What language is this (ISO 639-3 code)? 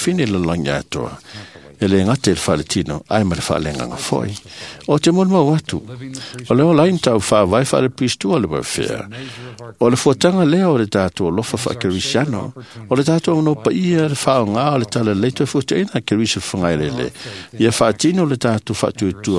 smo